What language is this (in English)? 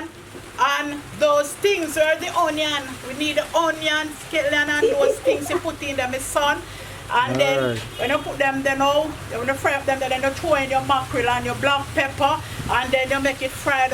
Jamaican Creole English